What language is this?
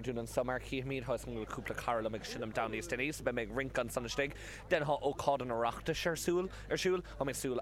Irish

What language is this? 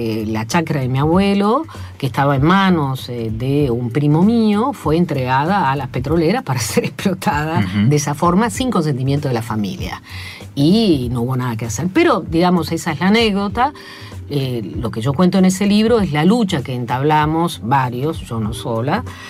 Spanish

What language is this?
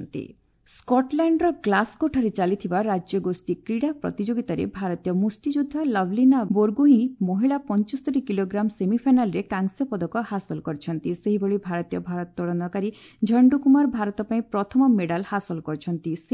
Odia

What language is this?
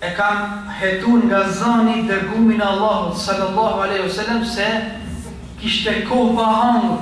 Albanian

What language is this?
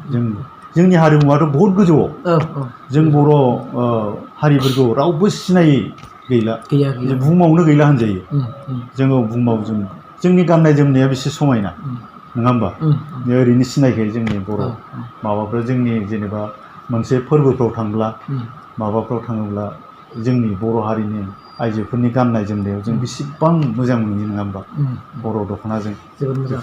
Bodo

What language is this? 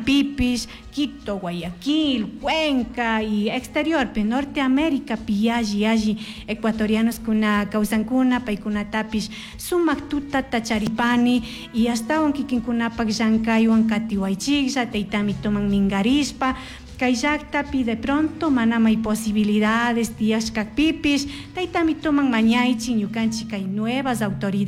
Chimborazo Highland Quichua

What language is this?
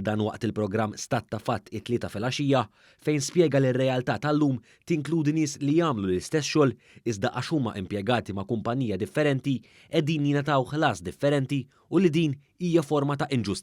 Maltese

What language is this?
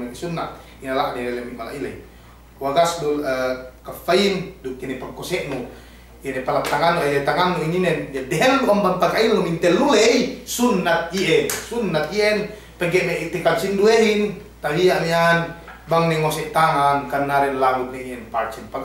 Yakan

